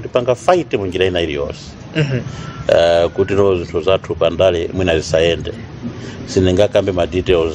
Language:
Nyanja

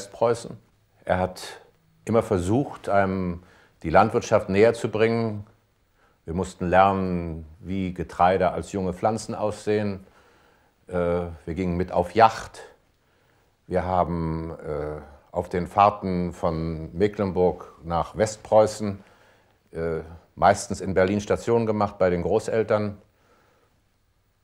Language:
German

